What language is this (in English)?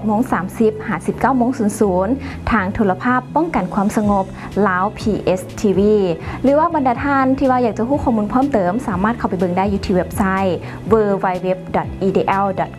Lao